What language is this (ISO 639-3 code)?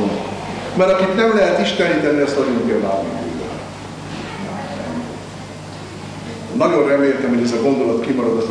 hun